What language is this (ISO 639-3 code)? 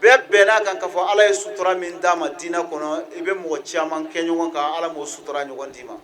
bam